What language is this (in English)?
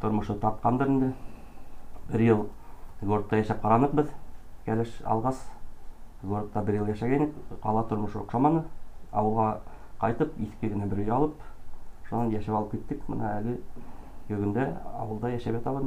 Bashkir